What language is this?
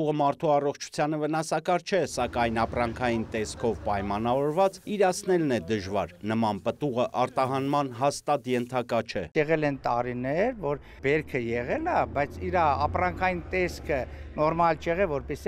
Armenian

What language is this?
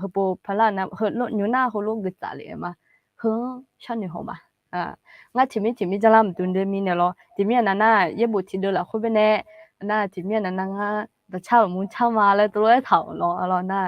Akha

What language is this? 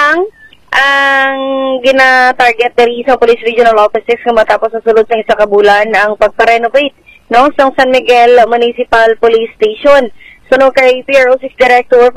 Hiligaynon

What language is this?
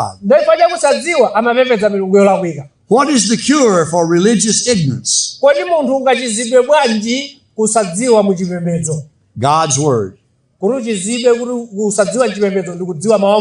Nyanja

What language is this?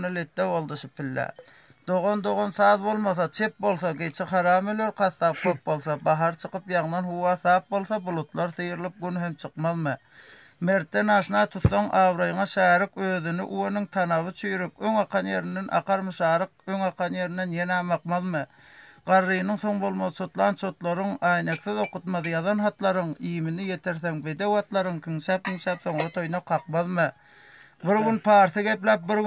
Turkmen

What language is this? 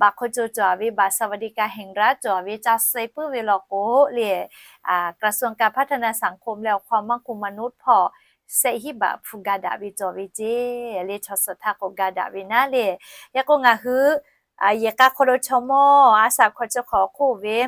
Lahu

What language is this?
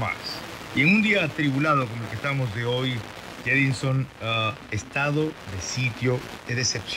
Spanish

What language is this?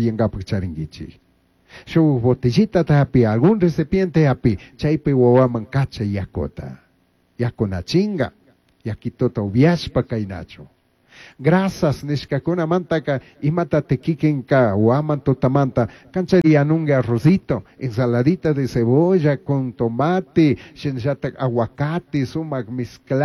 Chimborazo Highland Quichua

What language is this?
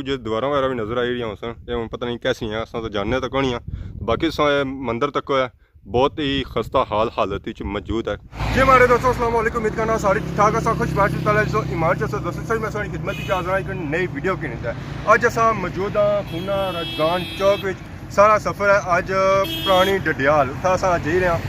Pahari-Potwari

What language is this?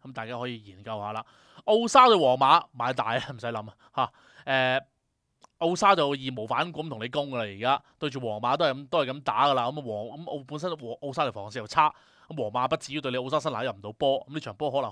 Cantonese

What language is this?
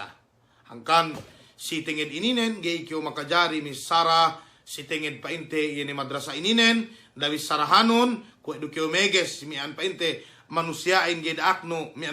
Yakan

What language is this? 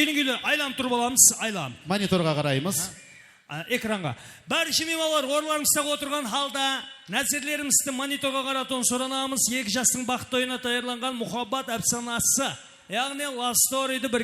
Kara-Kalpak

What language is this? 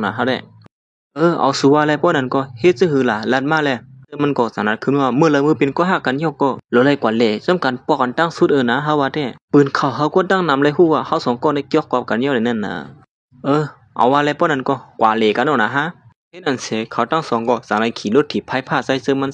Shan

